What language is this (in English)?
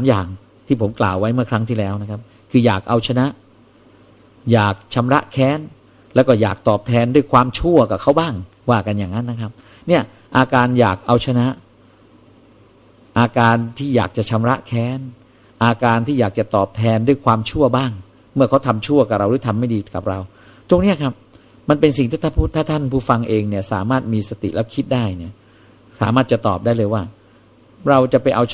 Thai